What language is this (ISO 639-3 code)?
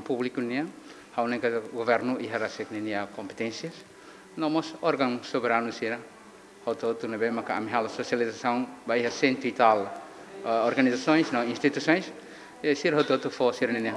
tet